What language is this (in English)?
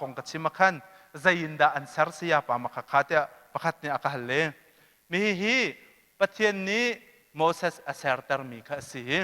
Hakha Chin